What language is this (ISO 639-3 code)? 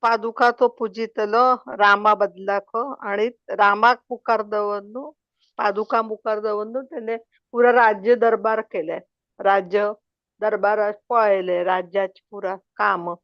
kok